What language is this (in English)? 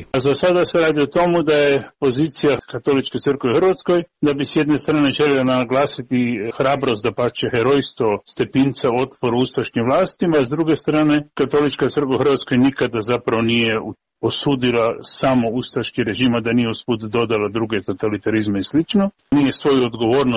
Croatian